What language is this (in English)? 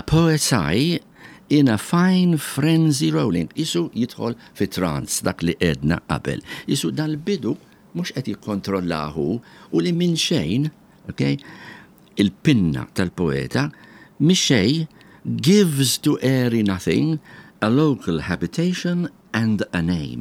Maltese